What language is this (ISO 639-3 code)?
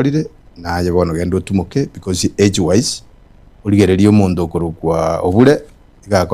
guz